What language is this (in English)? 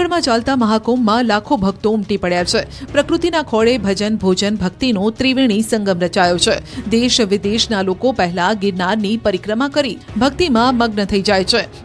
Gujarati